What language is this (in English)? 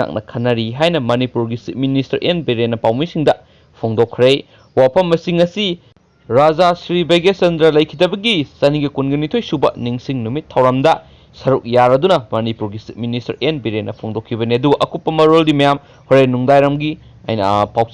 Manipuri